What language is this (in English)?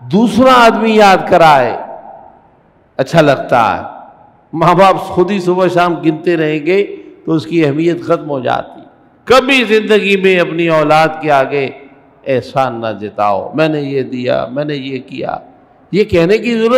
Urdu